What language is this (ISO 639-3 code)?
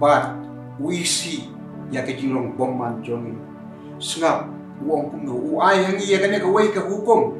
kha